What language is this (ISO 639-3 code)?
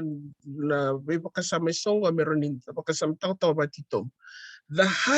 fij